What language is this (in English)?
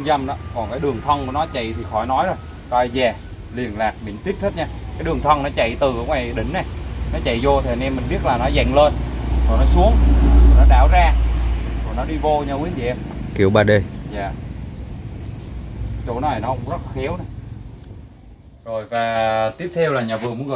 Vietnamese